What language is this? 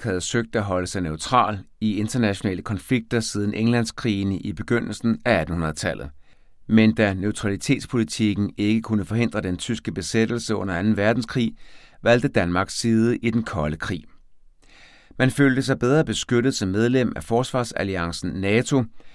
Danish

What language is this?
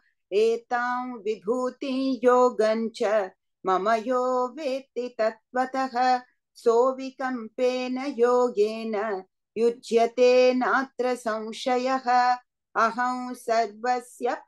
Sanskrit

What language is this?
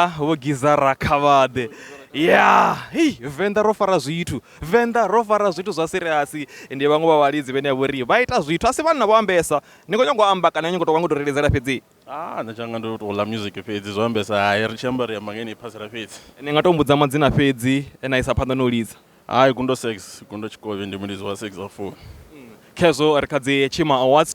Venda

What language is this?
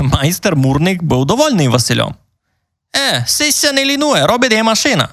Rusyn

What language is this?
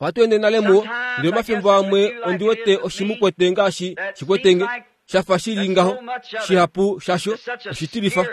Kuanyama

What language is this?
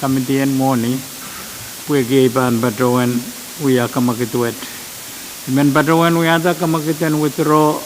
Pohnpeian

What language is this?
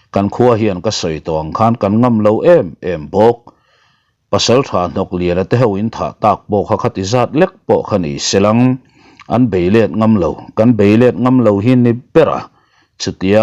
Mizo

